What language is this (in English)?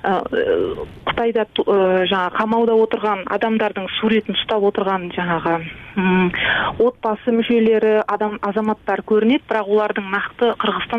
Kyrgyz